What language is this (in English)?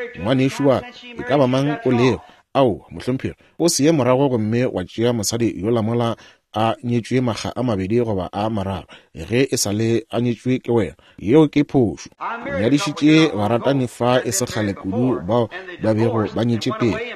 Northern Sotho